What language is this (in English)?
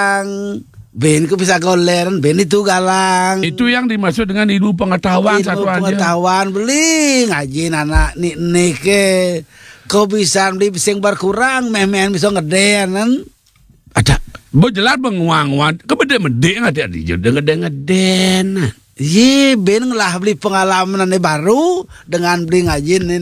Balinese